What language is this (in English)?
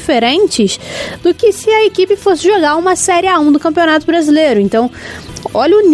Portuguese